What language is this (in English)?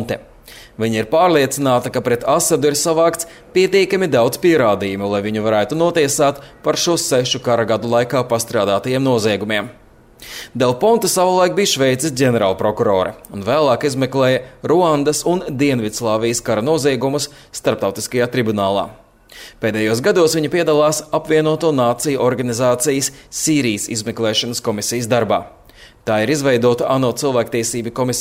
Latvian